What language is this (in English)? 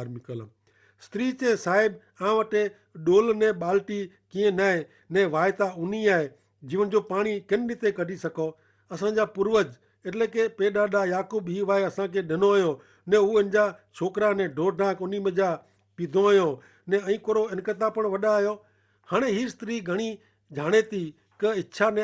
Kachhi